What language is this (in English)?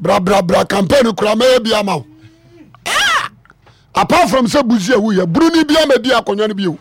Akan